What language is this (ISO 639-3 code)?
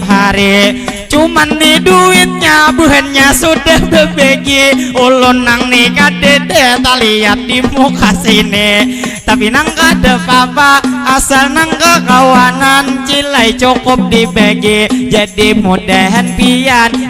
bjn